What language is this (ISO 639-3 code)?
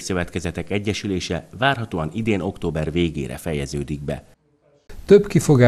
hun